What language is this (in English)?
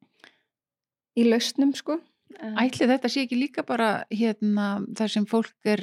Icelandic